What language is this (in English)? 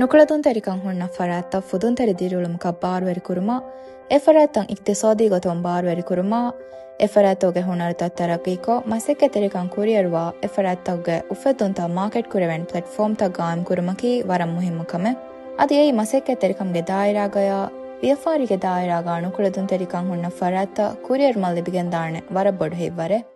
Divehi